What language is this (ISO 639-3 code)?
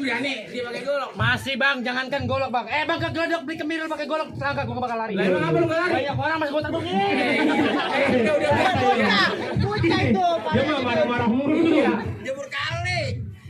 bew